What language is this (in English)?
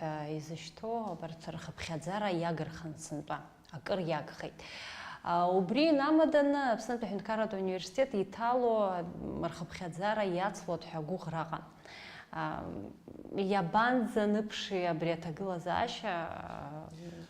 Abkhazian